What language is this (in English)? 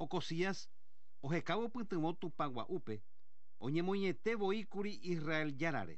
Guarani